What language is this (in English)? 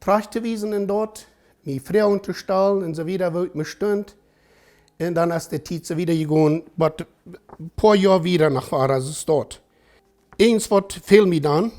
Plautdietsch